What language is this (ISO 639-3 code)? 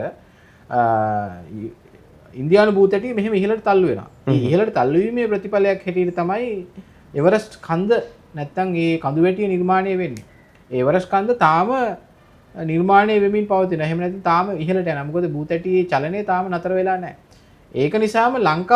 sin